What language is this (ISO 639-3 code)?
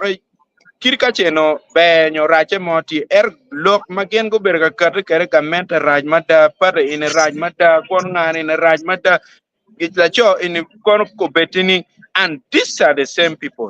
ach